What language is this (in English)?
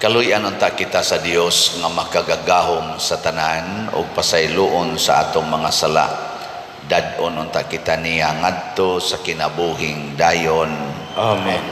Cebuano